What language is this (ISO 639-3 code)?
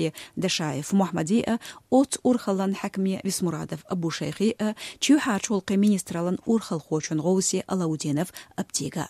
che